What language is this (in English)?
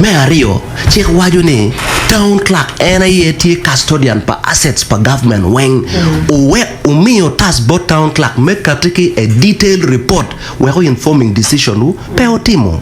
Acoli